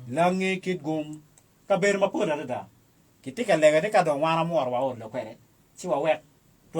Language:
Acoli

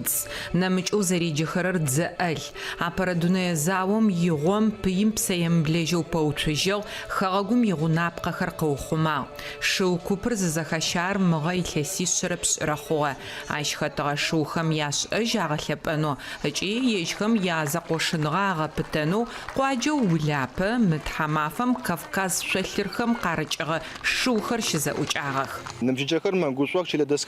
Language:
Adyghe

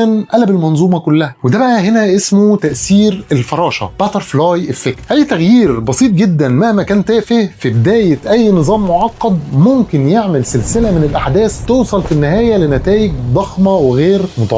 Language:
Egyptian Arabic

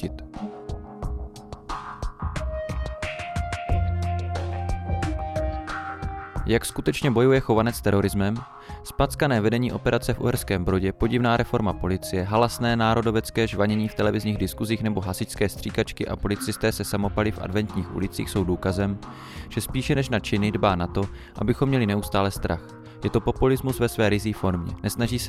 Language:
Czech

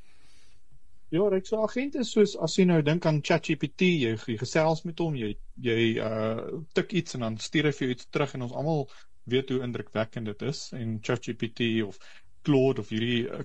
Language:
Afrikaans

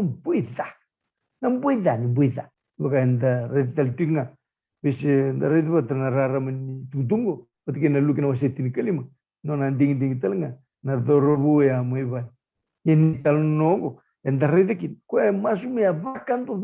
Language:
Fijian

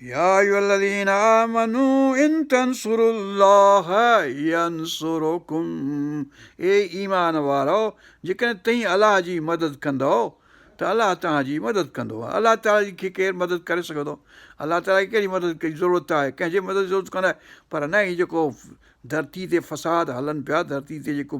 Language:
Sindhi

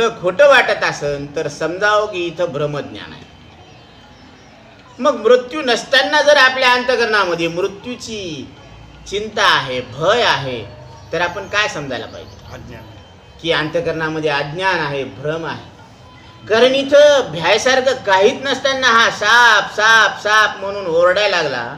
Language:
Marathi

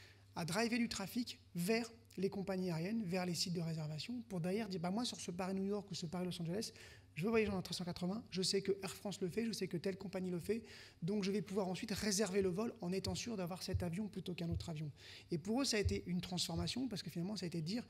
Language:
French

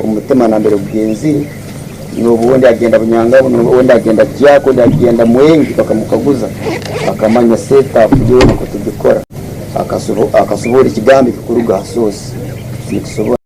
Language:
Tooro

